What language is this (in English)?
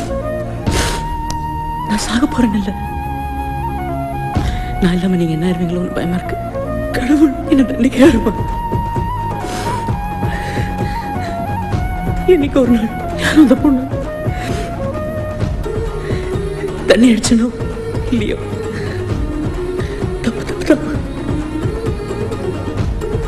Tamil